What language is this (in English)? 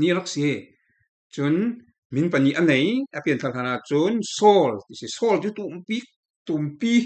Falam Chin